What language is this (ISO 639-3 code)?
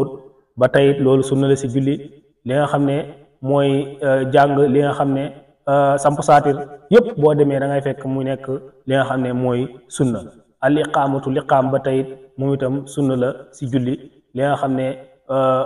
wol